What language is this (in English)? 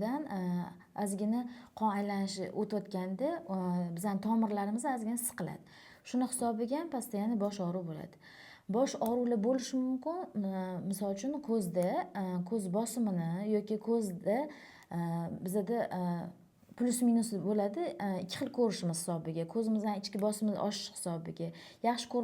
Uzbek